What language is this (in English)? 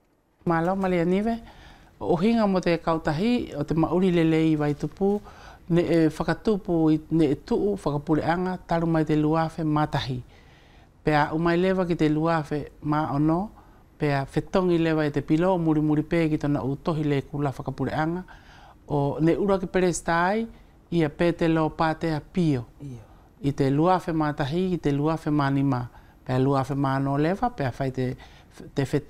Wallisian